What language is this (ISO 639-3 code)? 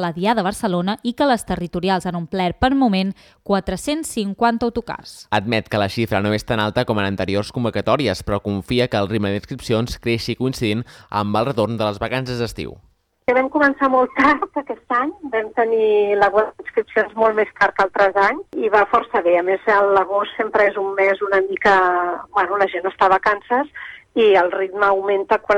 cat